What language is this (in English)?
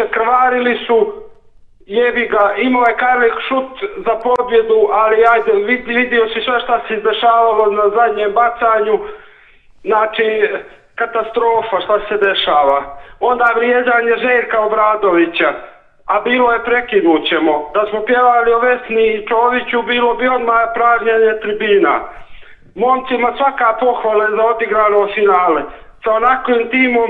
Serbian